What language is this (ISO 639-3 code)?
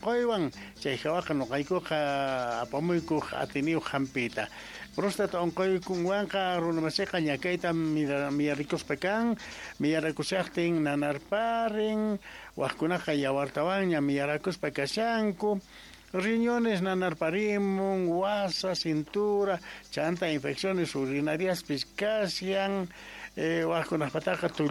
que